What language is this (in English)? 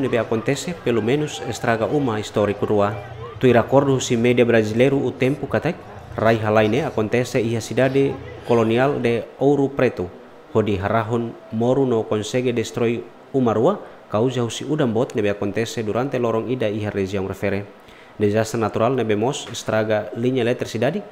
Tetum